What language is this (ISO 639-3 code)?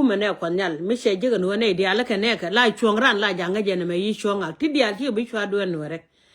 nus